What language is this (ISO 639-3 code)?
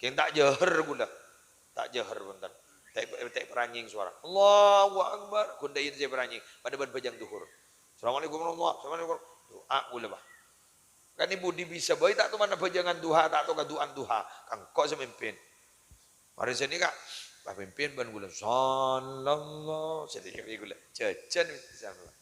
mad